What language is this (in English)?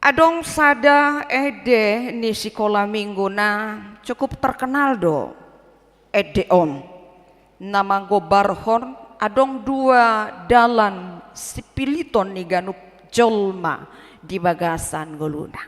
Batak Toba